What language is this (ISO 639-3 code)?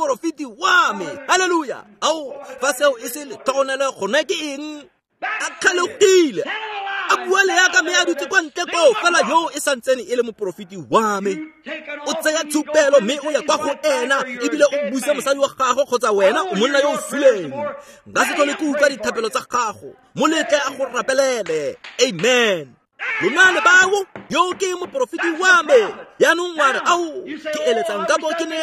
tsn